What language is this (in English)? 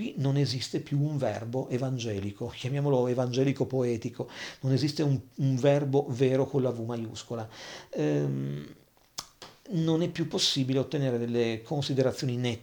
Italian